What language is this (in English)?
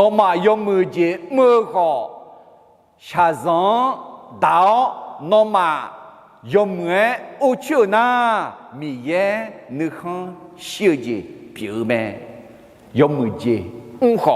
Akha